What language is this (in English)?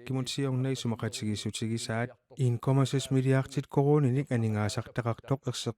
Kalaallisut